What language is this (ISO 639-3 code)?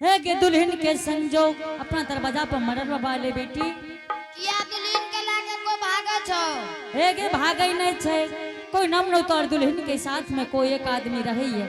anp